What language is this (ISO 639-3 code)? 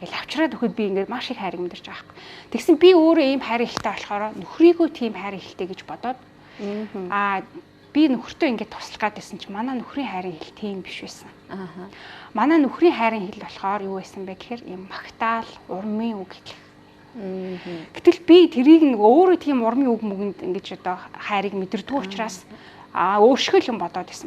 mon